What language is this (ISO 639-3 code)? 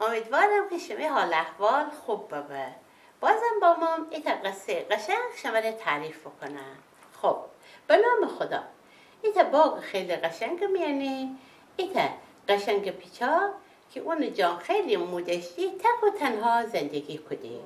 glk